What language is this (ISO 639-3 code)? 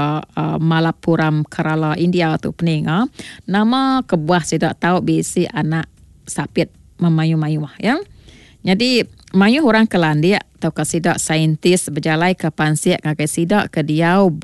iba